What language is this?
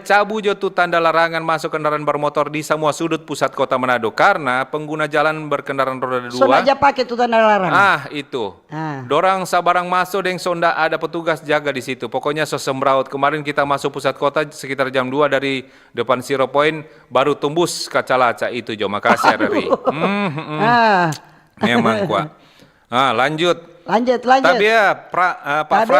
Manado Malay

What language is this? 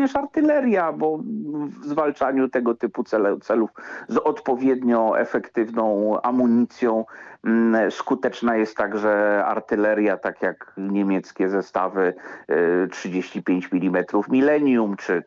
Polish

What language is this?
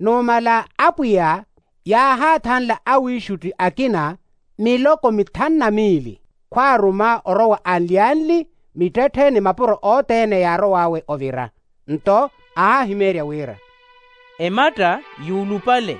Makhuwa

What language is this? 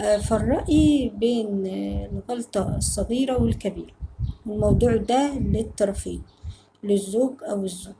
Egyptian Arabic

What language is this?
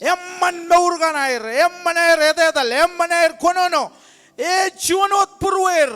Marshallese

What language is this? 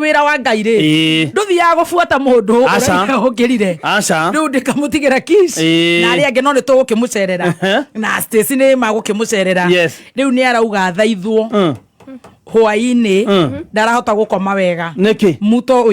Kikuyu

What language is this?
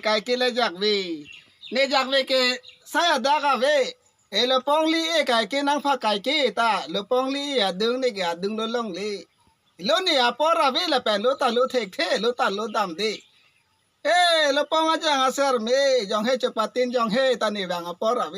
Karbi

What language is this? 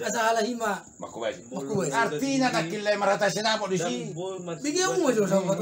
Batak Toba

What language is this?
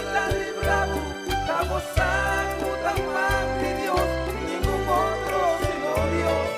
Papiamento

